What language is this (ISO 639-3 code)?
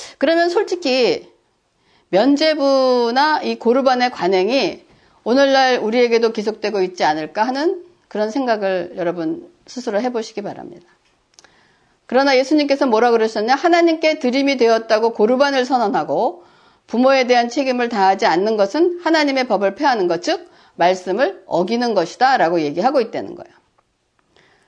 kor